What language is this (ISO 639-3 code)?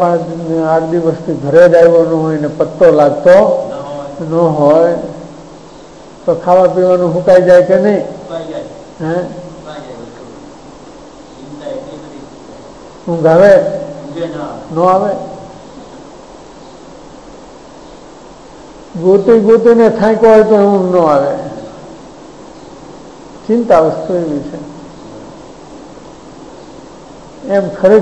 guj